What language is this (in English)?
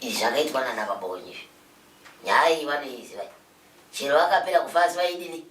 Shona